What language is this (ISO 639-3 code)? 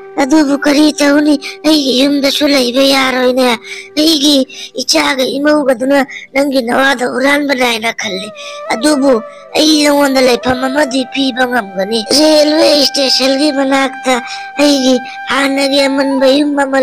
mni